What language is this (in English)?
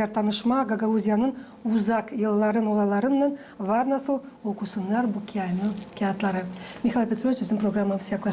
Gagauz